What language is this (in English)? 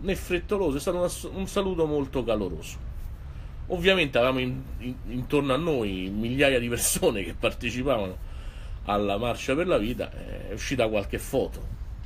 Italian